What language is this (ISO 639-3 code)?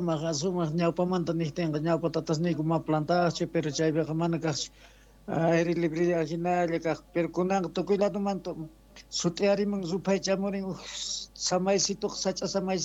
que